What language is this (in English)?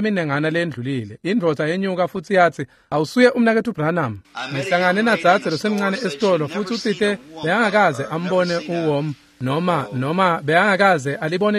Swati